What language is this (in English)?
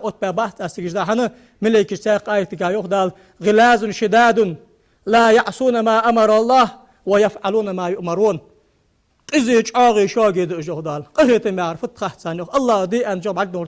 Ingush